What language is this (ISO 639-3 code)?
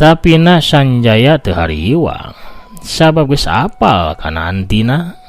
sun